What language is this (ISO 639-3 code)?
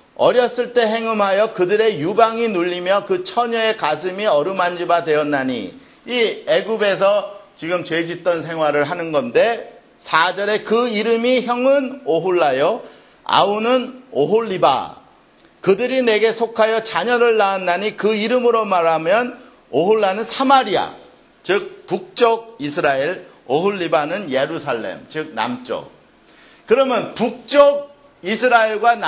kor